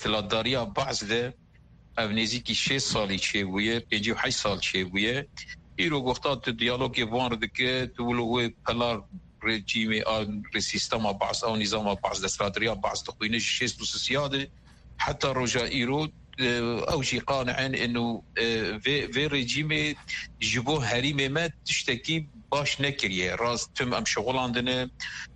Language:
Kurdish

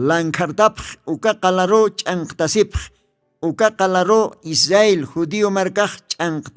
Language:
Aymara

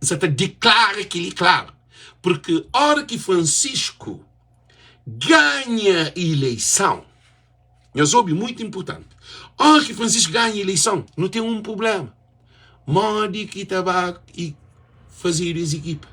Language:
Kabuverdianu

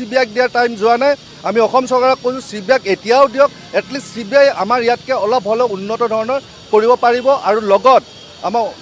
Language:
Assamese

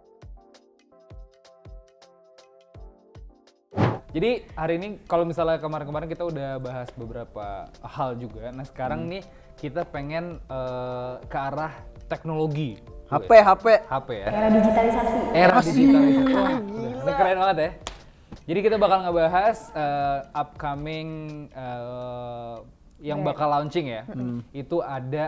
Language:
Indonesian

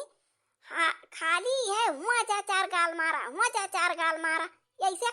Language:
Awadhi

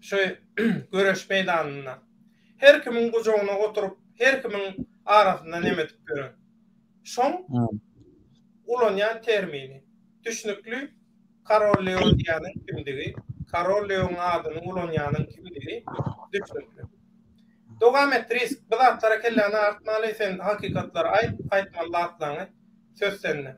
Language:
Turkmen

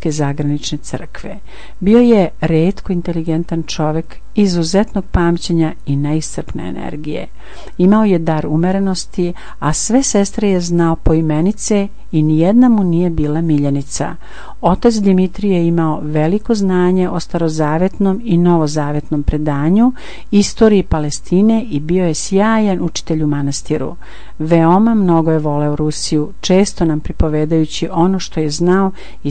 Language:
Serbian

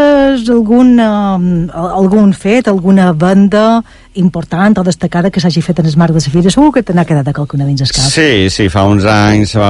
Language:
Catalan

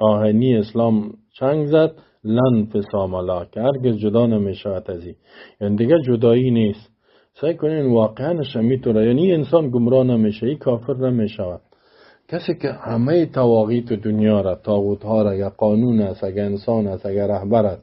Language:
Persian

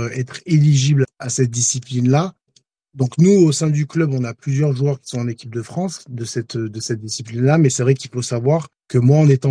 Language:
French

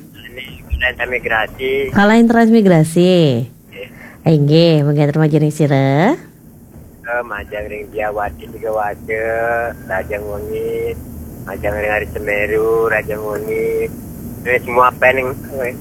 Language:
Balinese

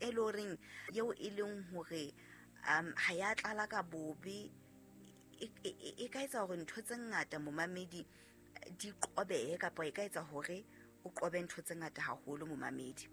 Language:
Southern Sotho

